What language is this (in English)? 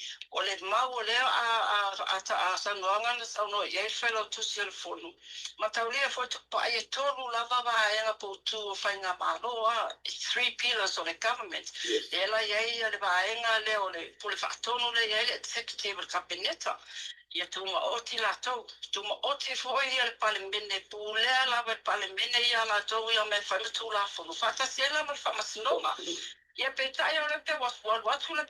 Samoan